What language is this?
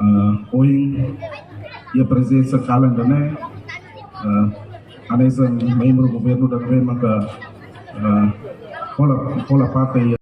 Tetum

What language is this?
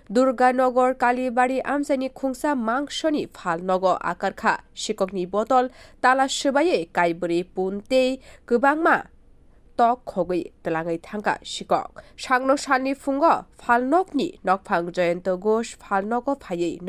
Kok Borok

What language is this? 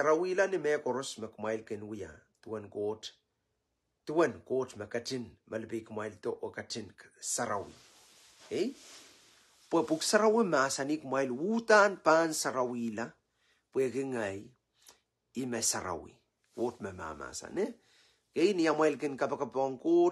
Pohnpeian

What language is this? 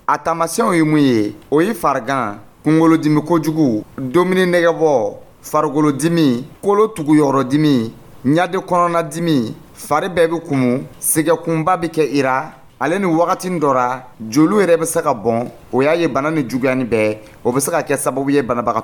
Dyula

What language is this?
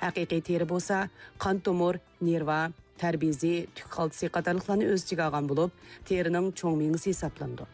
Uyghur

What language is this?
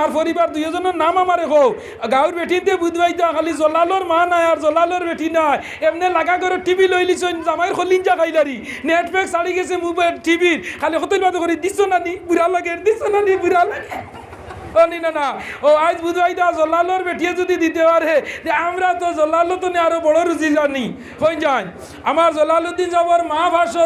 Sylheti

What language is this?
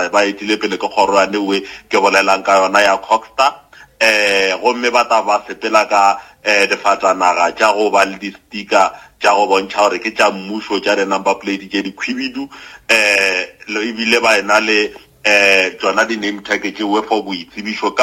Northern Sotho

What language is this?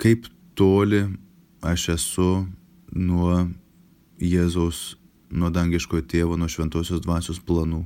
Lithuanian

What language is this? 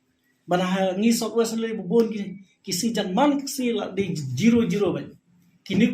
Khasi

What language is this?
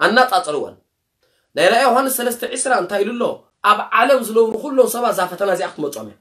Tigrinya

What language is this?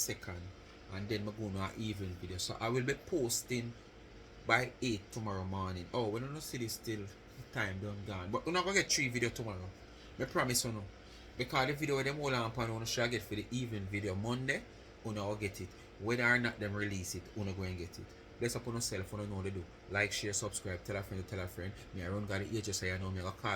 Jamaican Creole English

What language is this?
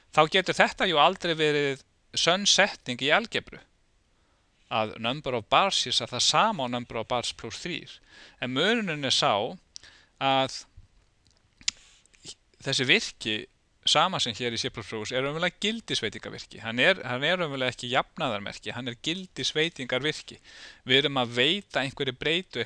Icelandic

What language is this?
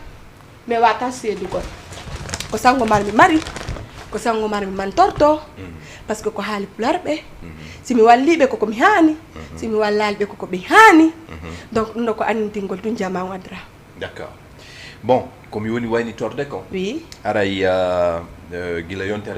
Fula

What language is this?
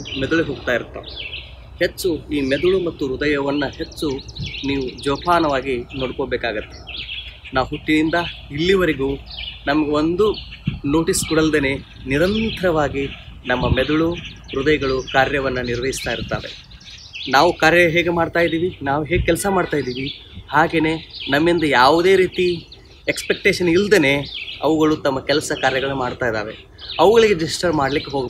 Kannada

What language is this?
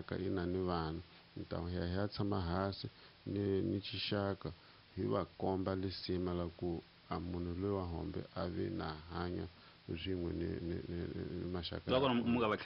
Tsonga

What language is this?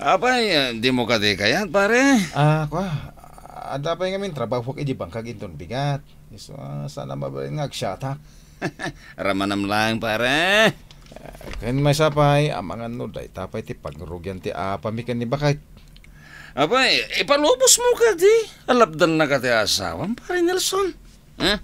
Iloko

